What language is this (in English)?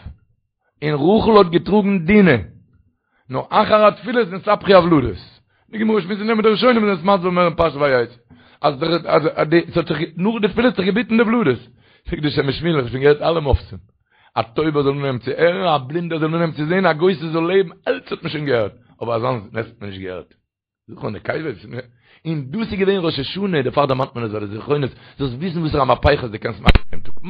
Yiddish